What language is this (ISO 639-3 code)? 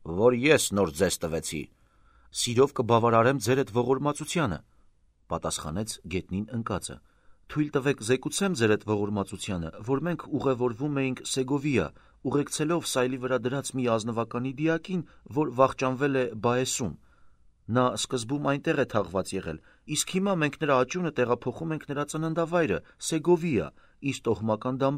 hye